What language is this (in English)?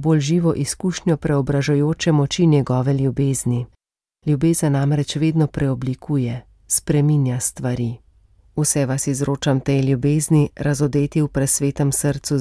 Slovenian